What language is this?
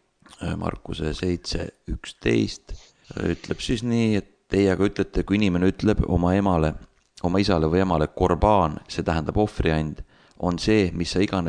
Estonian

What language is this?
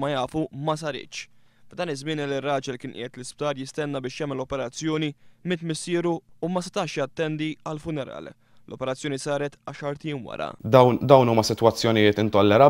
Maltese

